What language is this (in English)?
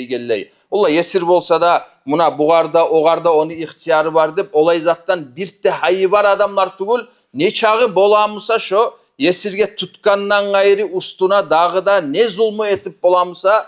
Kumyk